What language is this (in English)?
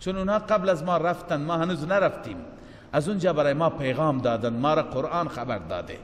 Persian